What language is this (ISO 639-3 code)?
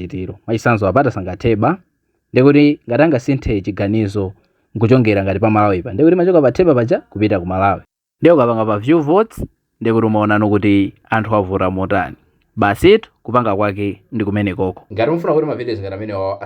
nya